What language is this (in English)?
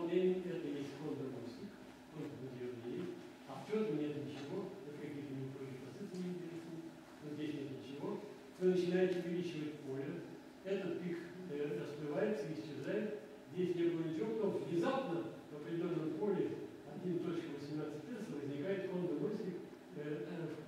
Russian